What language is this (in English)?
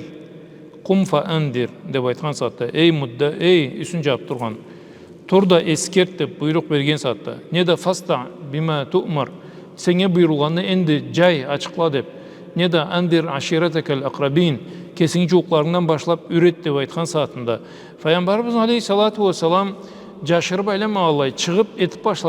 Karachay-Balkar